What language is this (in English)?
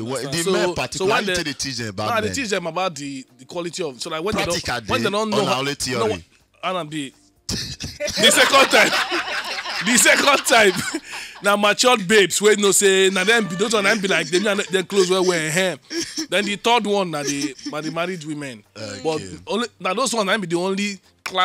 Nigerian Pidgin